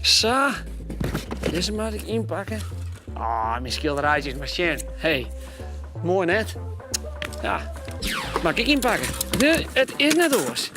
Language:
Western Frisian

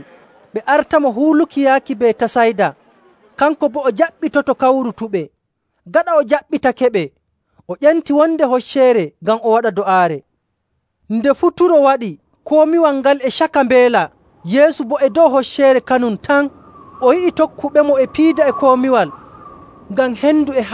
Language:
Nigerian Fulfulde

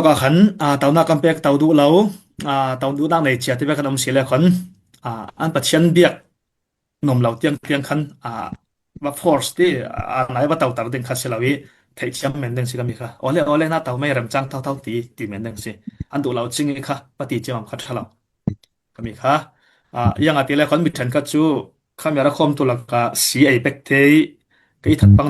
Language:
Falam Chin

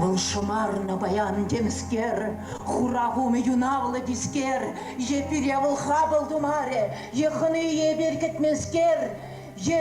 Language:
Chuvash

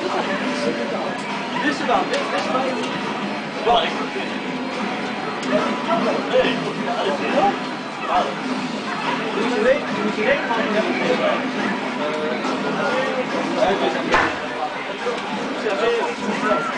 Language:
Dutch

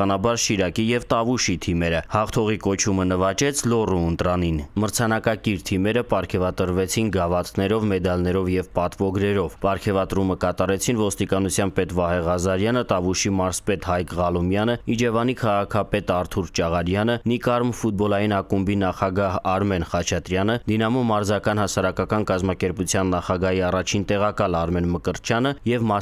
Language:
Armenian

